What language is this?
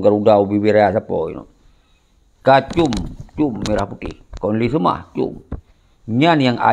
Achinese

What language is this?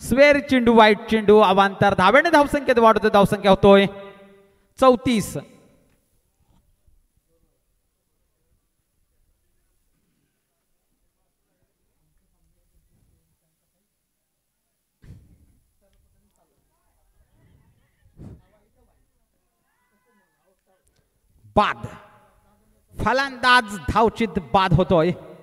Marathi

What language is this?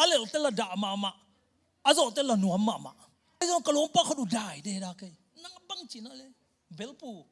Tedim Chin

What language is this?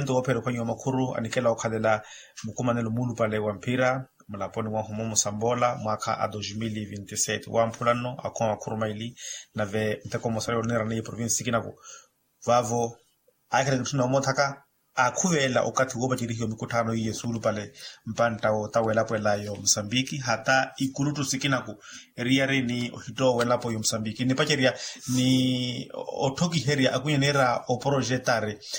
Makhuwa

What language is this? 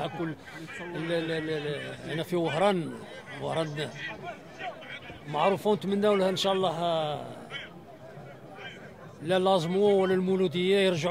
Algerian Arabic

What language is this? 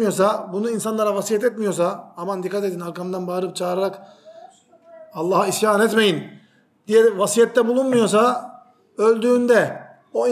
Turkish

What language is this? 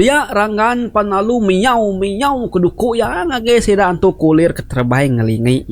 Iban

